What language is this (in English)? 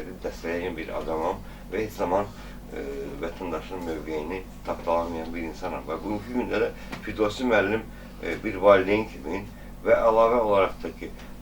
Azerbaijani